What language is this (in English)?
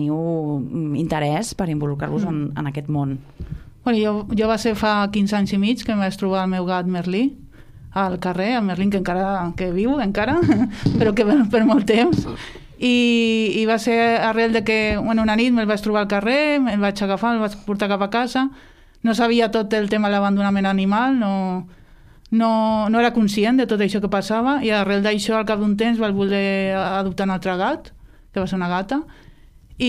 Catalan